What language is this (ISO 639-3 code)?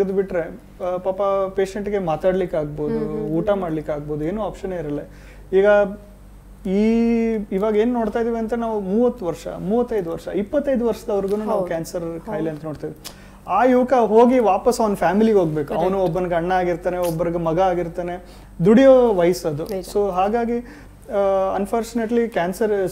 kan